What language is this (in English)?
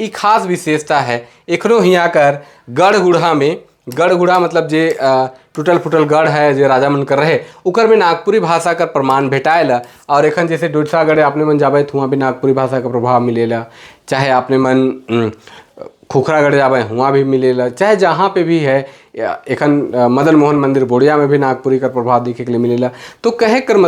Sadri